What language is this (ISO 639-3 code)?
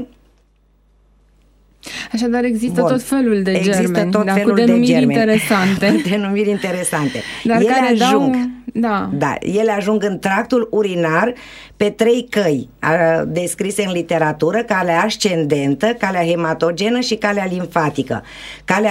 ron